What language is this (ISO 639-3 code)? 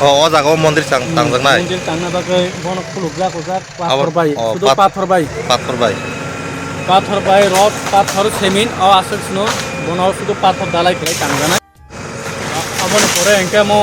trp